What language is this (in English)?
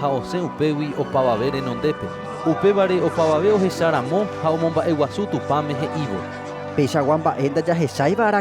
Guarani